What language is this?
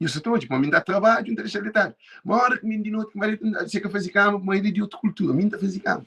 Kabuverdianu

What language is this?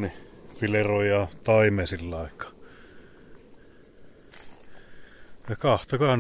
Finnish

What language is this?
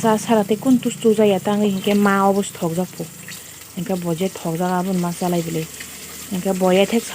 Kok Borok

